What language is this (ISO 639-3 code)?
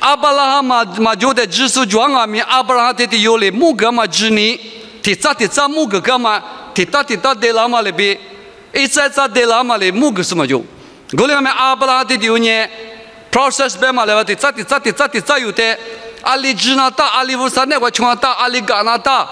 lis